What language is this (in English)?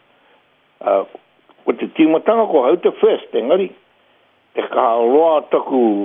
Māori